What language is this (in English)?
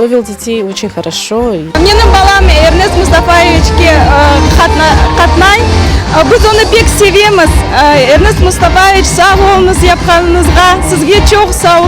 Crimean Tatar